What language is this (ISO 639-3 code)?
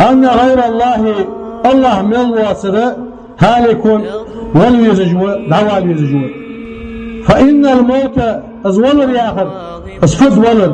inh